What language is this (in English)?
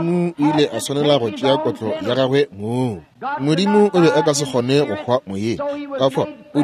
Northern Sotho